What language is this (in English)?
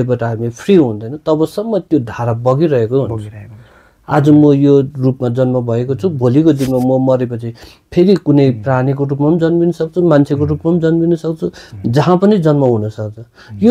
Nepali